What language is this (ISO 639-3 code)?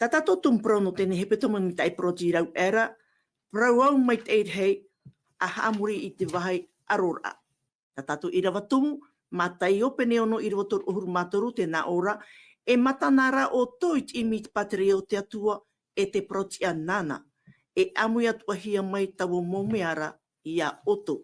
tah